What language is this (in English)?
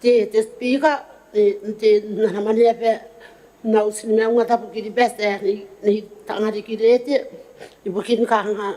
Gilbertese